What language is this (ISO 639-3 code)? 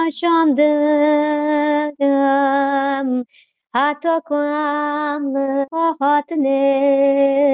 tur